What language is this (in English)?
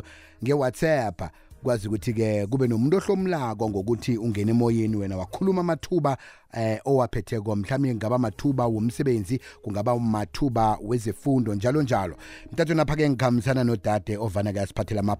South Ndebele